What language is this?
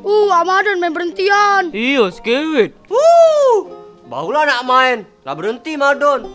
Musi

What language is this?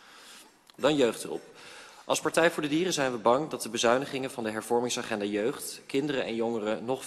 Dutch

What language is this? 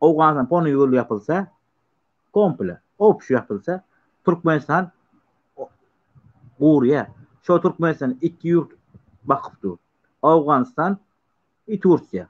Turkmen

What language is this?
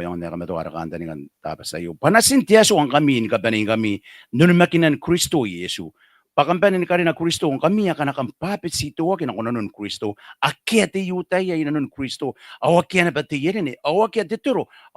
Gilbertese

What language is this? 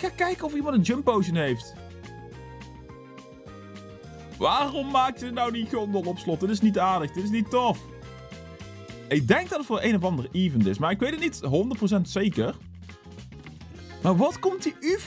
Dutch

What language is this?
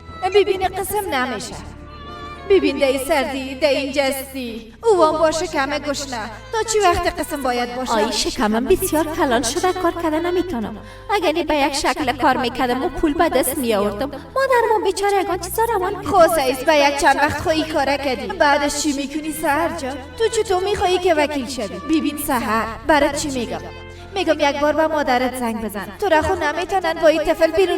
Persian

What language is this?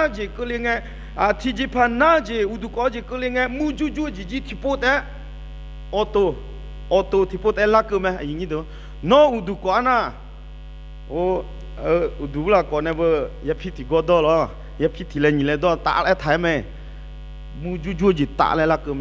Akha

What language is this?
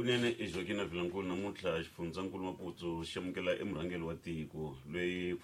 Tsonga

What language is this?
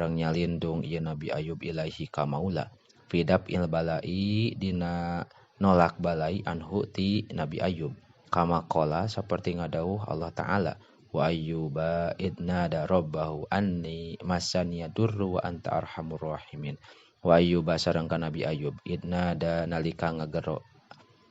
Sundanese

